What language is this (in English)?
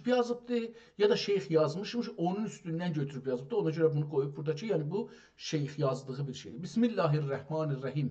South Azerbaijani